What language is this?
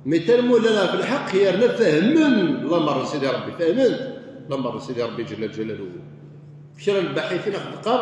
Kabyle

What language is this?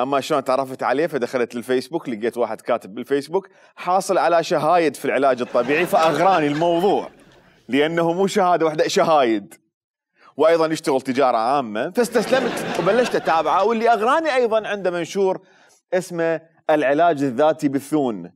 Mesopotamian Arabic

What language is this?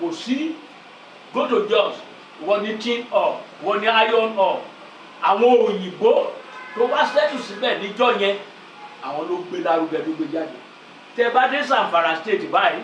Yoruba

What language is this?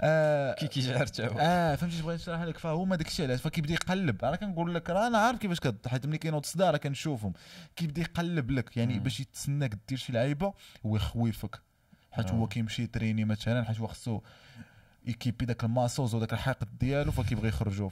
Moroccan Arabic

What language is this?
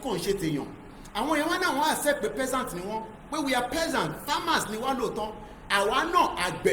Yoruba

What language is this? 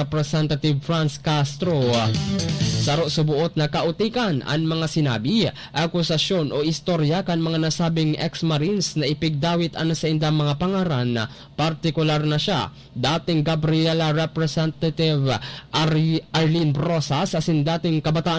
Bikol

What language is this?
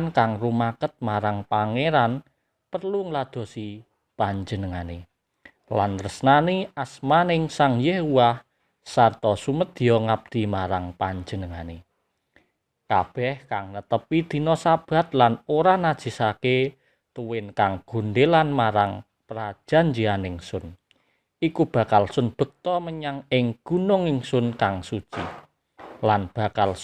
Javanese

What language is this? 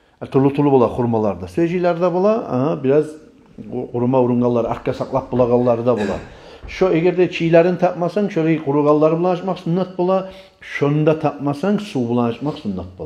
Kumyk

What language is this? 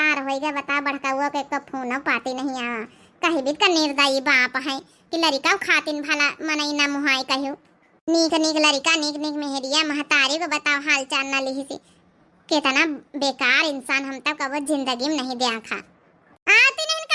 Awadhi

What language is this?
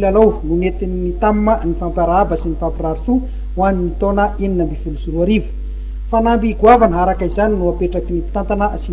Malagasy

